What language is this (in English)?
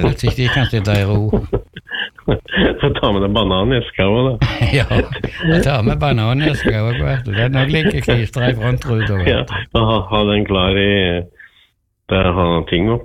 Norwegian